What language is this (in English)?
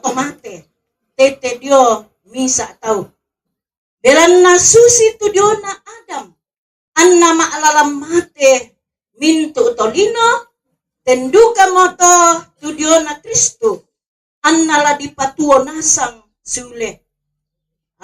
Toraja-Sa'dan